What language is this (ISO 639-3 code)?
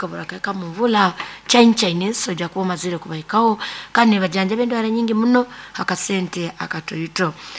nyo